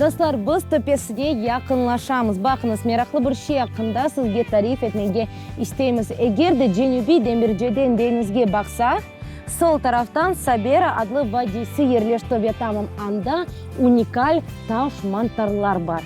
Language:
Crimean Tatar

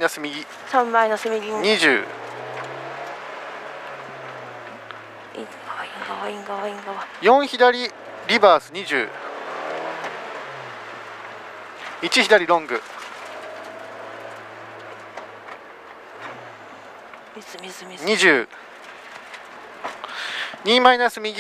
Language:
Japanese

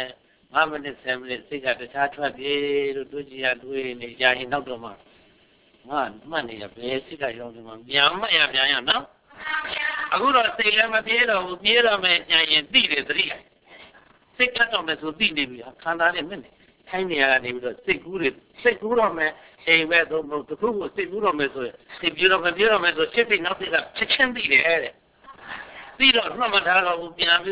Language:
Burmese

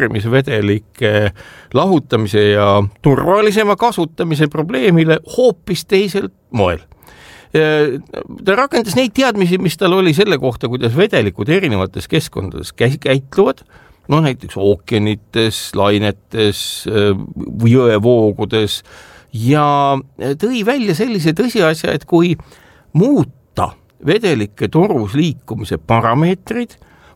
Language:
Estonian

